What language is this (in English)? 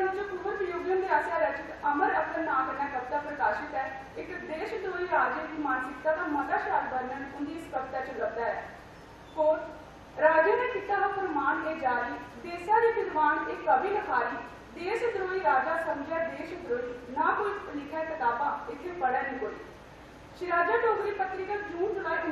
Dogri